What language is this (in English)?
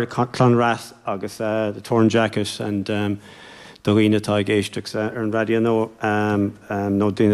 Irish